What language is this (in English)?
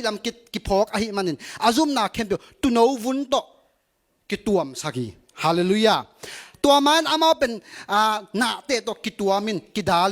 Tedim Chin